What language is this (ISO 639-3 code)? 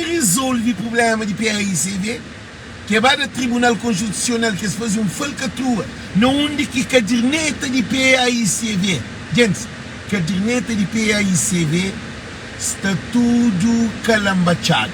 kea